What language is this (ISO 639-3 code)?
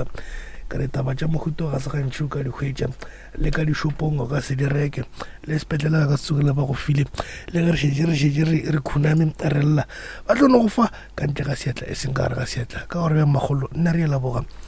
nso